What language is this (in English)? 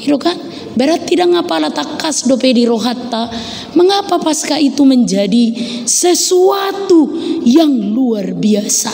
Batak Toba